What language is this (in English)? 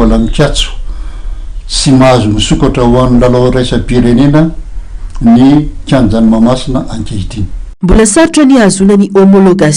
Malagasy